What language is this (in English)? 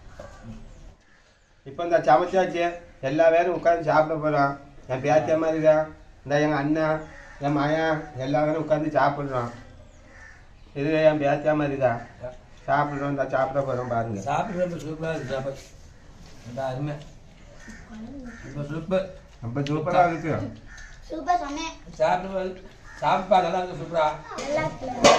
Tamil